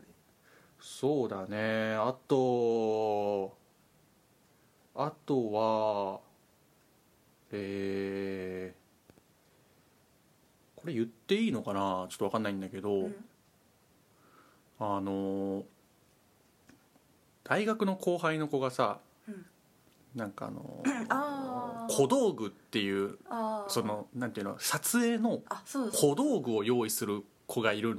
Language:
Japanese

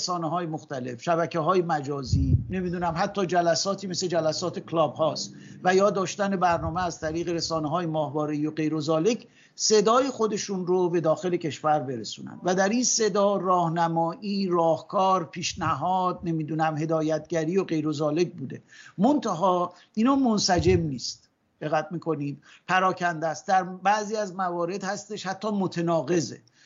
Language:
Persian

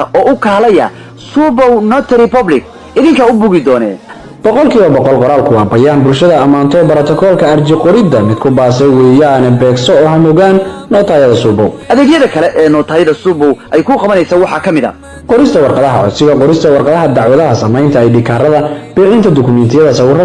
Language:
Somali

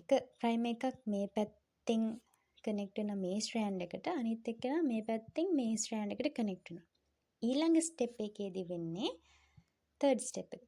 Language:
Sinhala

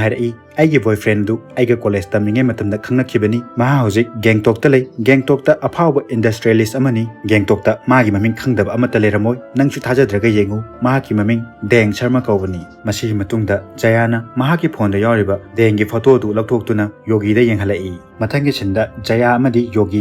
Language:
Manipuri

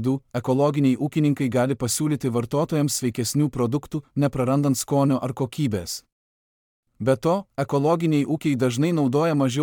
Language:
Lithuanian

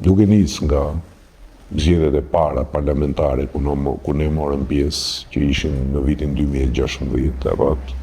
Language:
Albanian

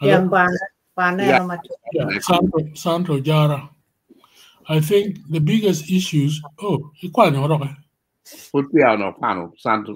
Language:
Acoli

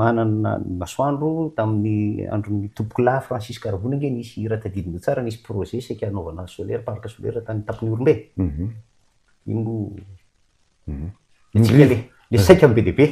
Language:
Malagasy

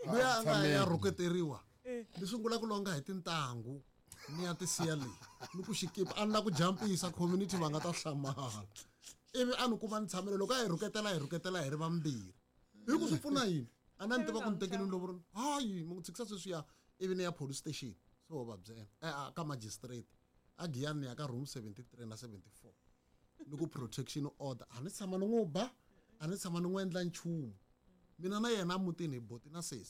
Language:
Tsonga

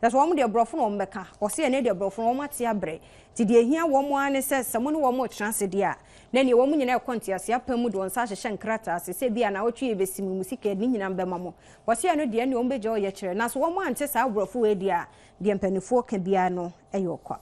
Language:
Akan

